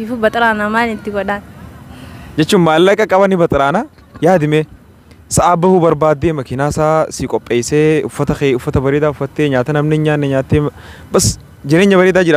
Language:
Oromo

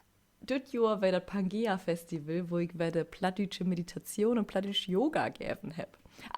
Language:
Low German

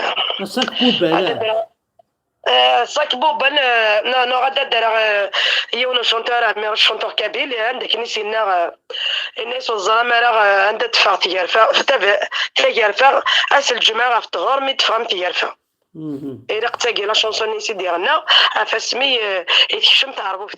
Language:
Kabyle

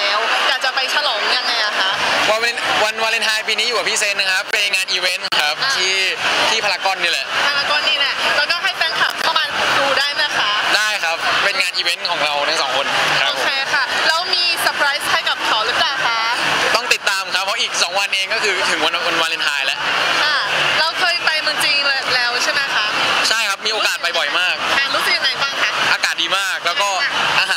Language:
Thai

